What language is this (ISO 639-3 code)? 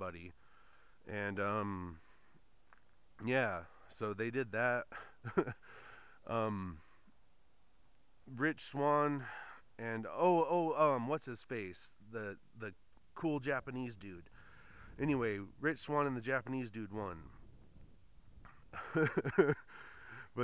eng